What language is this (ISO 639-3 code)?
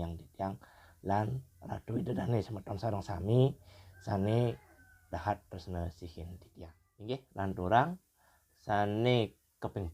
ban